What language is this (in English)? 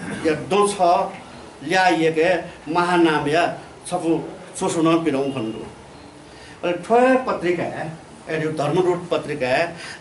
Newari